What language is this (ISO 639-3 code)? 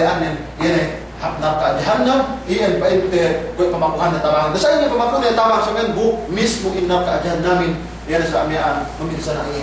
yka